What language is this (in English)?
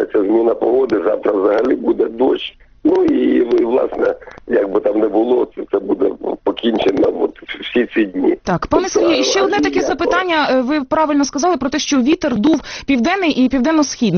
Ukrainian